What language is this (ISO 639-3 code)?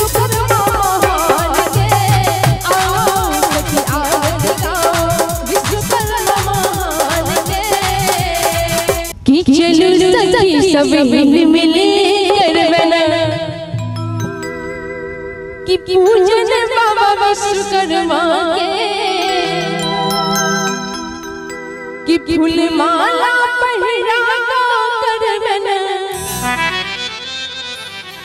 bho